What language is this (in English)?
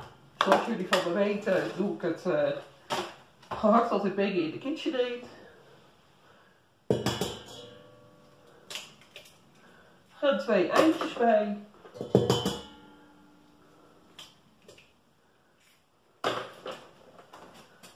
Dutch